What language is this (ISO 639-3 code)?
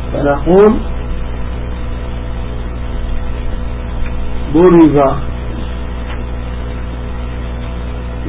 ara